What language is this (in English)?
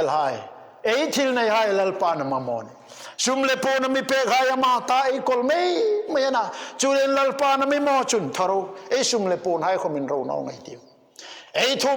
Hmar